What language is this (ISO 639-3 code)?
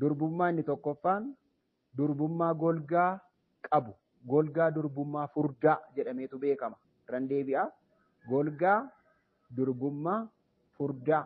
orm